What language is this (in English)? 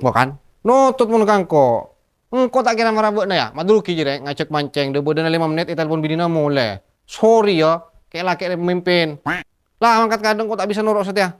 Madurese